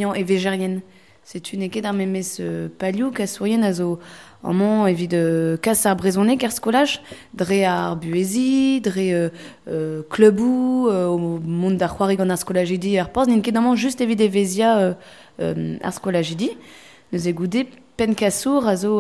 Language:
Breton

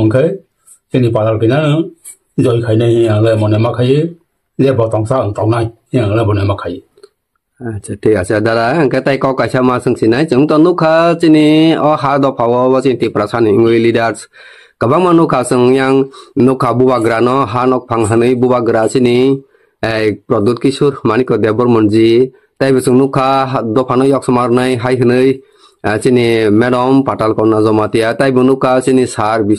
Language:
Kok Borok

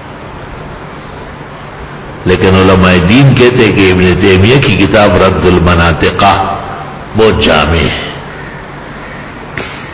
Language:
Urdu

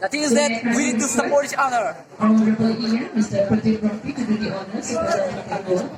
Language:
Karbi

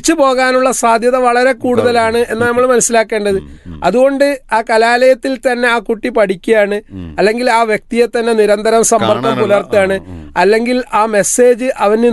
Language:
Malayalam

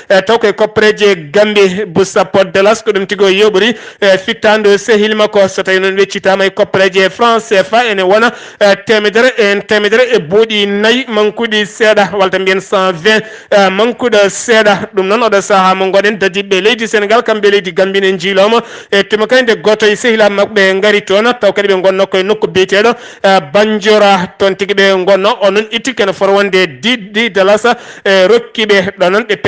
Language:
Fula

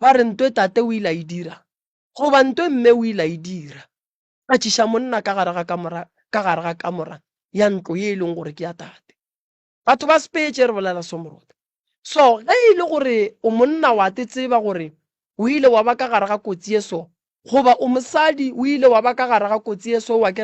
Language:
Northern Sotho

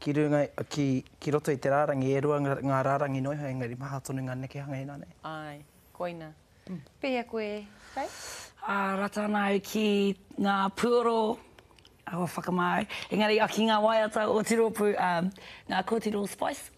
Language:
Māori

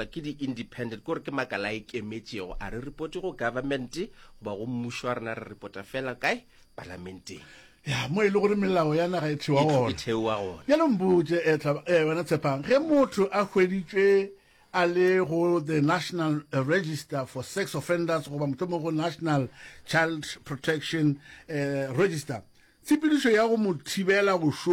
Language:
Northern Sotho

